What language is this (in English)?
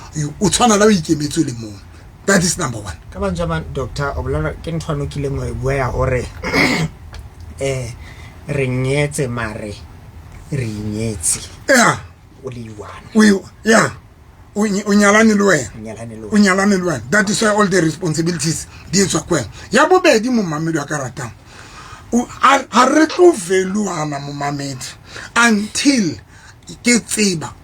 Southern Sotho